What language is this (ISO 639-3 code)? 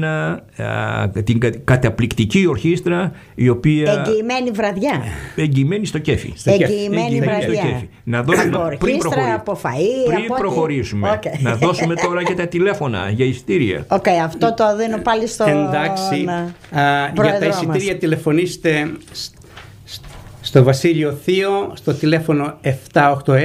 ell